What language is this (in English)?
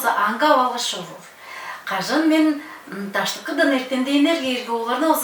Tuvinian